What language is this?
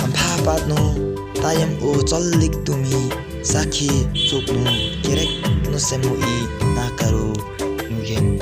Limbu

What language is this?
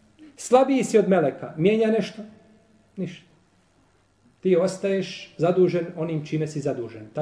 Bosnian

